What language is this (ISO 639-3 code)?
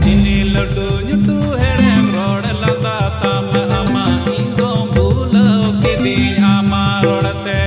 sat